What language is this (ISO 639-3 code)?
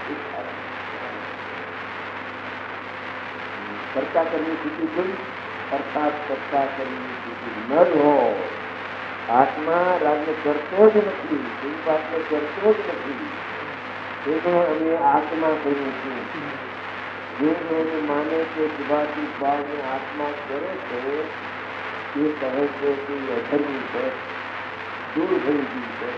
guj